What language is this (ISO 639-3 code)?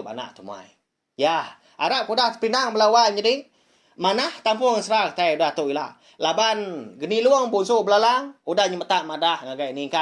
iba